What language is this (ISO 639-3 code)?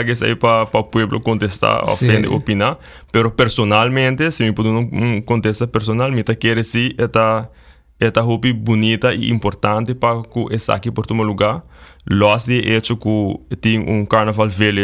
pap